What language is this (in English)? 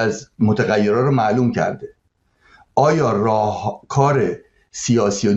Persian